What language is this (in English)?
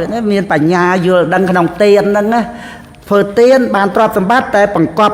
Khmer